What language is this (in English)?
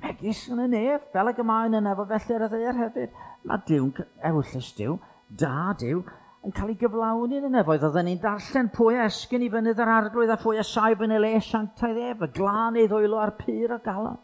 Welsh